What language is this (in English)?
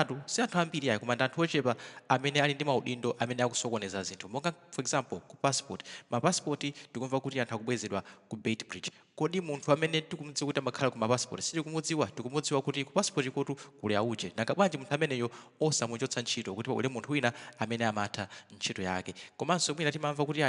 Nyanja